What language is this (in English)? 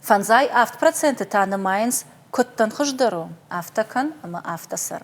Ossetic